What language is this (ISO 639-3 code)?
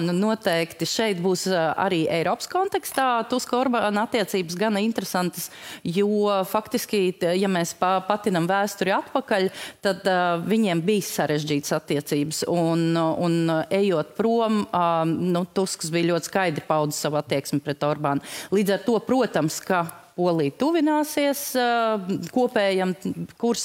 lav